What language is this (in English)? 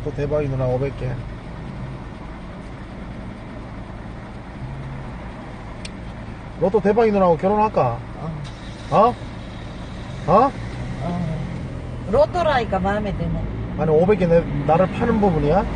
Korean